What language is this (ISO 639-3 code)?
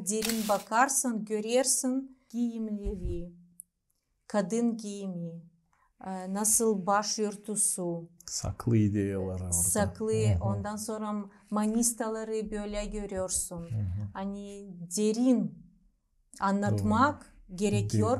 gag